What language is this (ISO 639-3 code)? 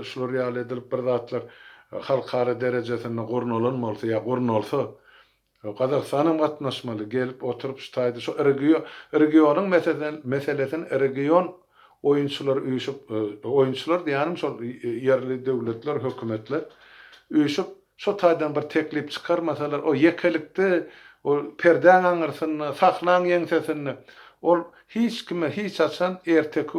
tuk